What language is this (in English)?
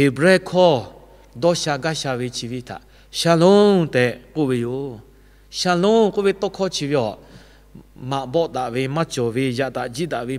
Lahu